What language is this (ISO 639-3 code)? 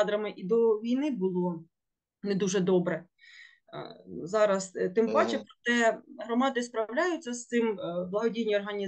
ukr